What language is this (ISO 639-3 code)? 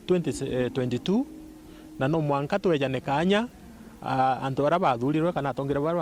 mer